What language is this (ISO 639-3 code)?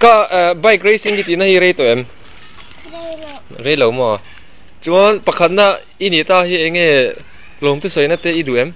lus